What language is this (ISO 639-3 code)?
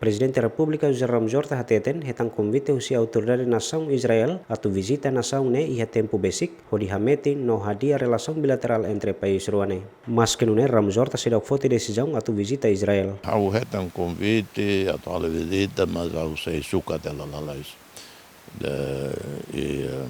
tet